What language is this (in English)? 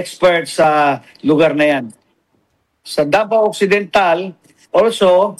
Filipino